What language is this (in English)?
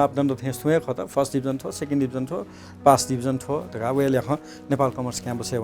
Newari